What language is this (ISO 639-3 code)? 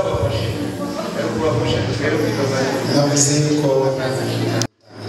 kin